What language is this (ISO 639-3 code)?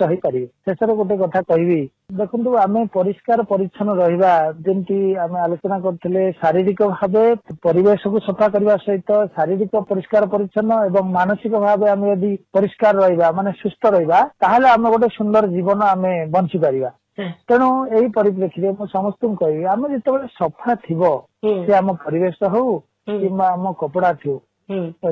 ori